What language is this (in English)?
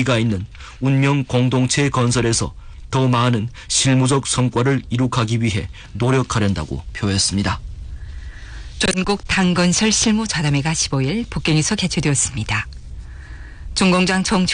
Korean